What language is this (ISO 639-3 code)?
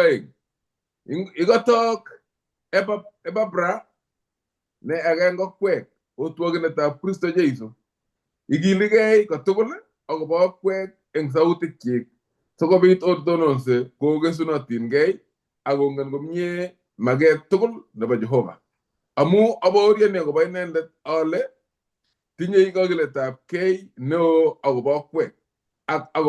kln